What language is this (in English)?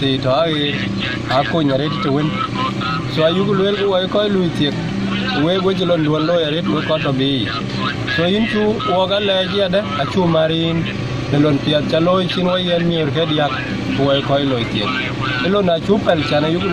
Dinka